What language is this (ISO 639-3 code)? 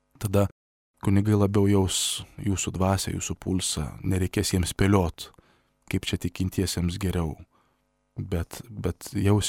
lit